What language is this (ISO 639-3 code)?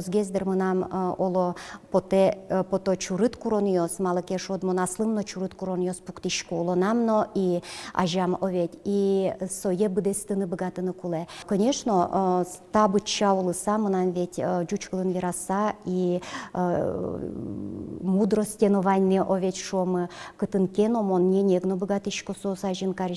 udm